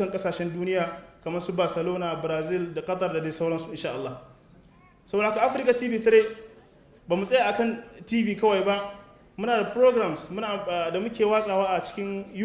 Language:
Hausa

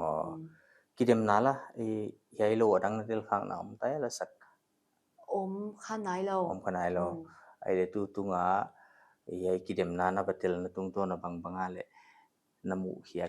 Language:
Paite Chin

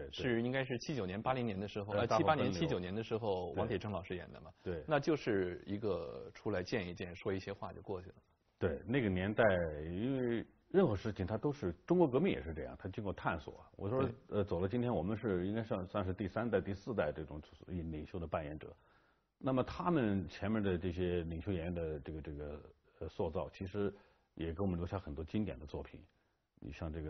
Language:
Chinese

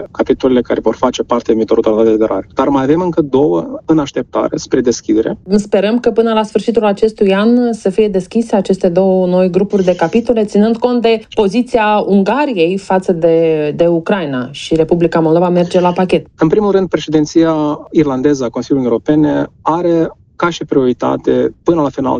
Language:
Romanian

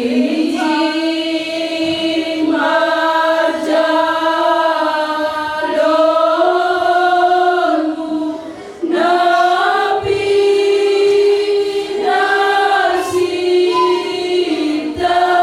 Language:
Batak Simalungun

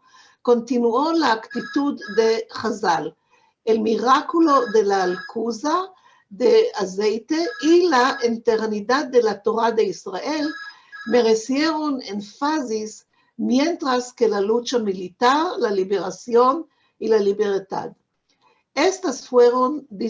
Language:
Ladino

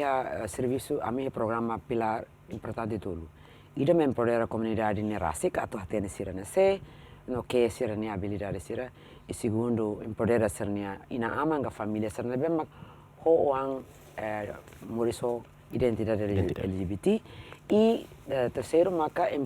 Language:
Tetum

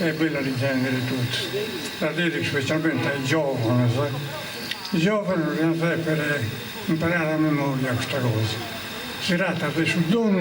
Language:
Sardinian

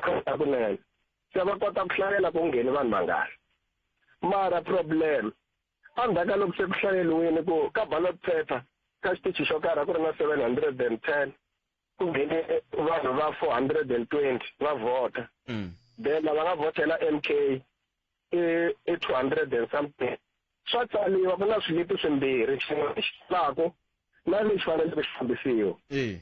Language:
Tsonga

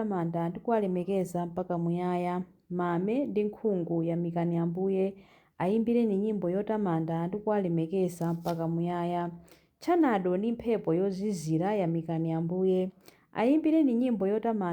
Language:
Nyanja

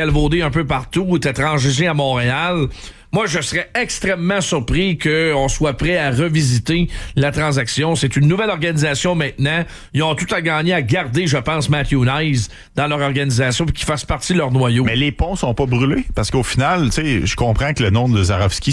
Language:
French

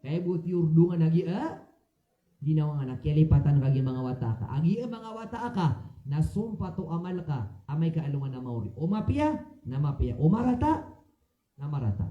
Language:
Maranao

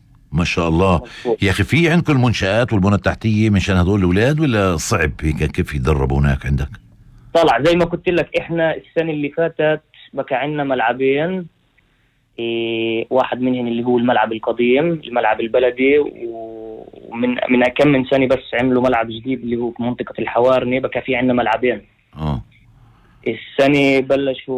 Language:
North Levantine Arabic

